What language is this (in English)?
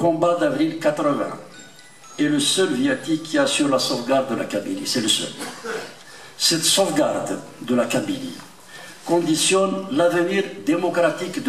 French